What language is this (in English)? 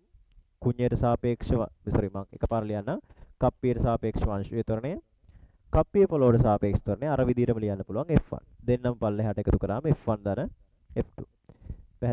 Sinhala